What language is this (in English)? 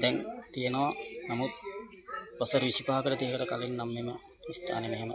Sinhala